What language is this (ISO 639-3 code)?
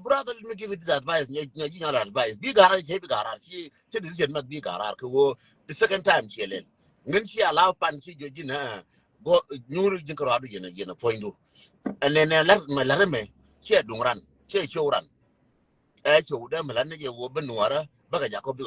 nus